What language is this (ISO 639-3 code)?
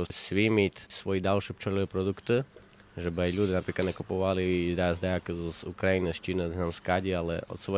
rue